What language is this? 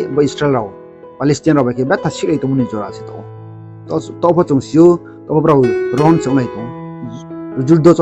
Riang (India)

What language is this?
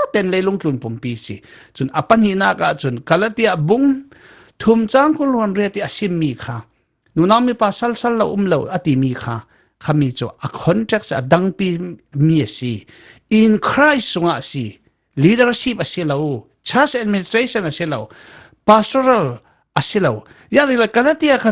Falam Chin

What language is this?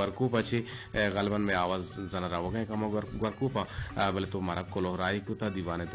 Eastern Balochi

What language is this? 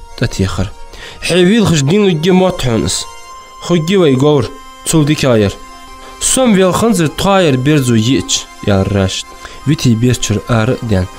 Ingush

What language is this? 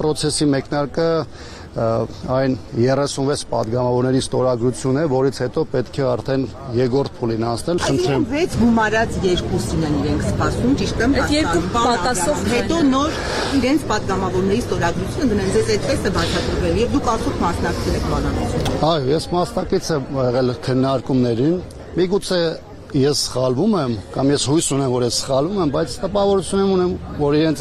Armenian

